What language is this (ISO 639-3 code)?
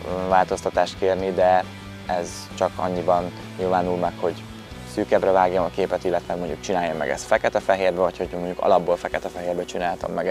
hun